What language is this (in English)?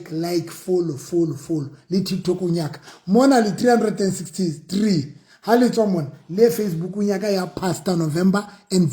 Southern Sotho